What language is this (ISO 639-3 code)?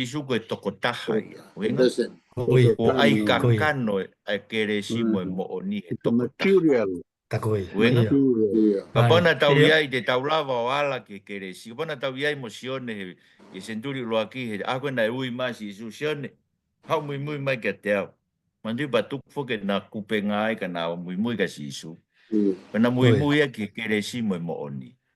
ton